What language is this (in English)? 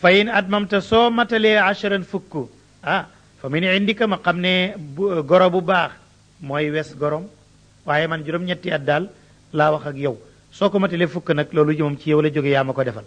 Wolof